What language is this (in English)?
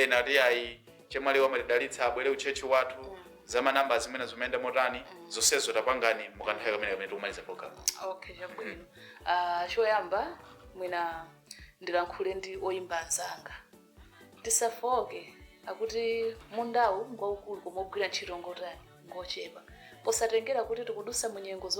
Nyanja